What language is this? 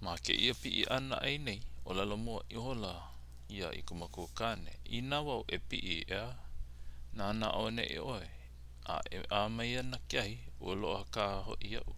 Hawaiian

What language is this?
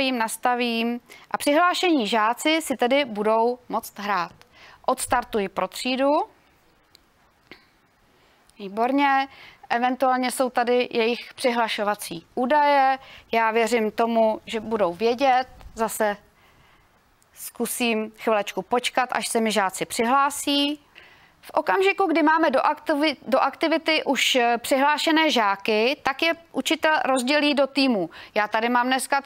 Czech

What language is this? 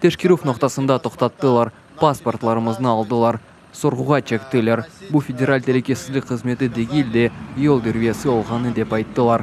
Crimean Tatar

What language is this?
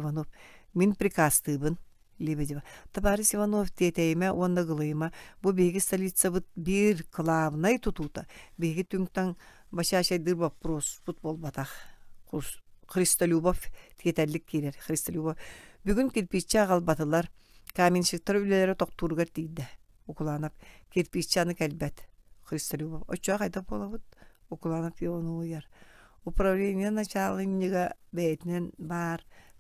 Yakut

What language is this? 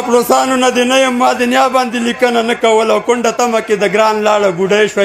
Pashto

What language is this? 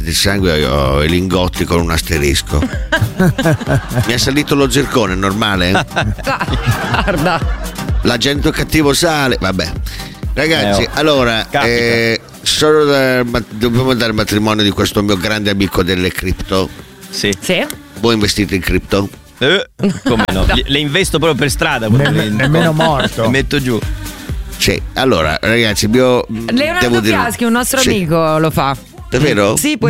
Italian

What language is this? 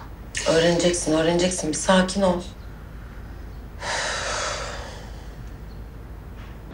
Turkish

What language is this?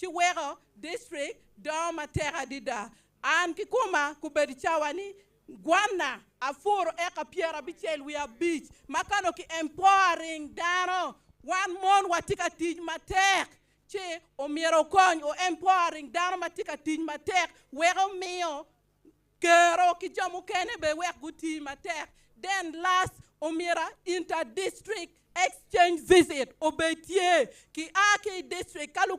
Acoli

